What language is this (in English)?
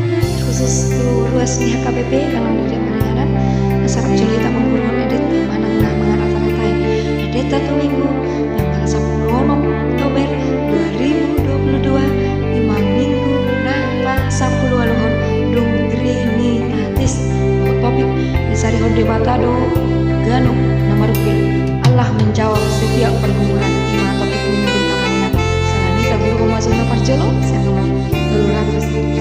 Batak Toba